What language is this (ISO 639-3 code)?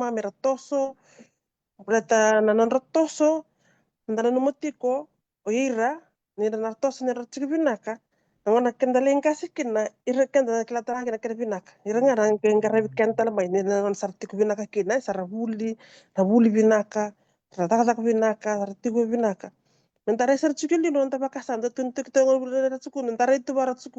fij